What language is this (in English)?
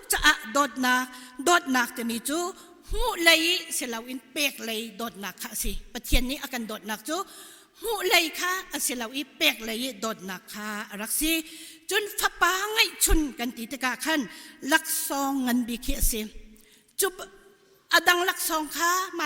Hakha Chin